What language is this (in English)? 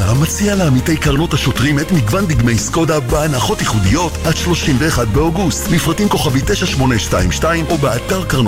Hebrew